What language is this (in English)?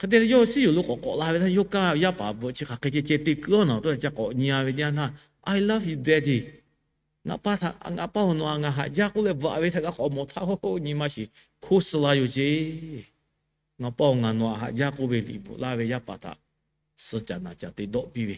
Lahu